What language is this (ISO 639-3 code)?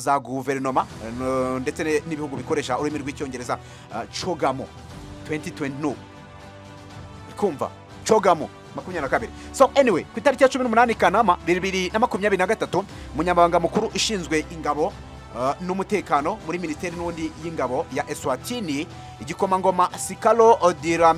kin